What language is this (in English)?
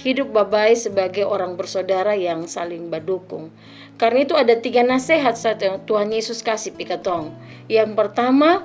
Kupang Malay